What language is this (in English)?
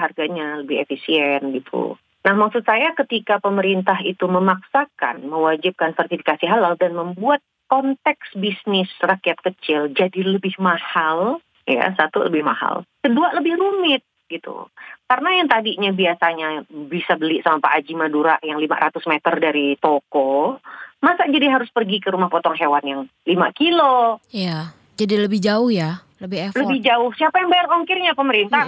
Indonesian